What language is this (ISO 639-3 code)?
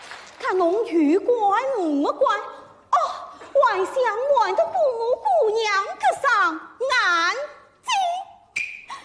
wuu